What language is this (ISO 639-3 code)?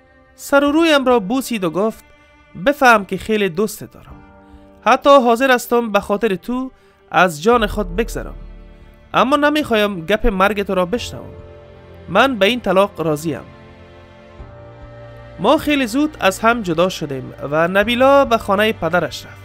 fas